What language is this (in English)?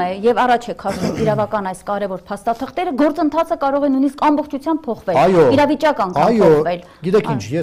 Armenian